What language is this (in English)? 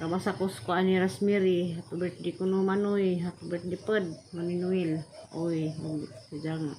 Cebuano